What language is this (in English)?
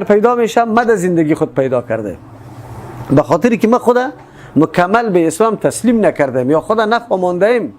Persian